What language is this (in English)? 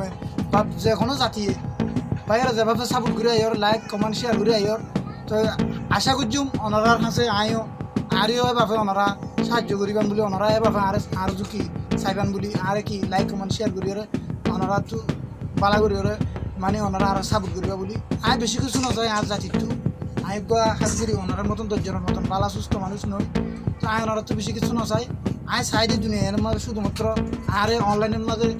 Rohingya